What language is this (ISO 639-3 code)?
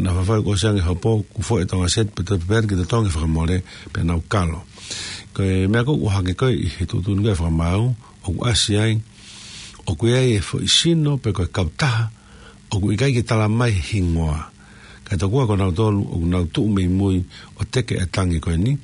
ton